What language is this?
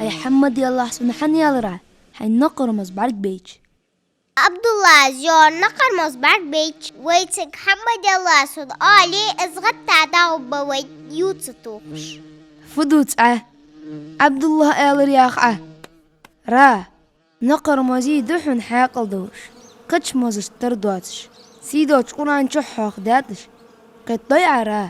Ingush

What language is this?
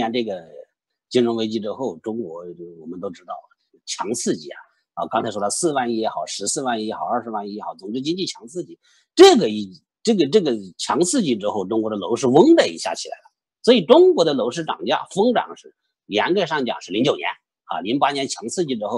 Chinese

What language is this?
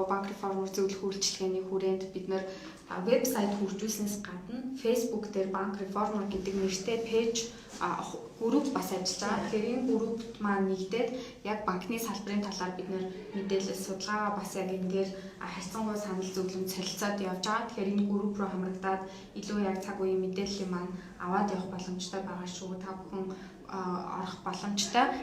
Mongolian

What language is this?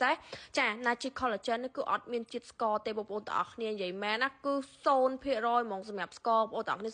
Khmer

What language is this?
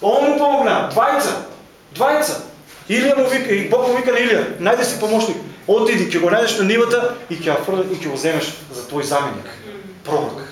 Macedonian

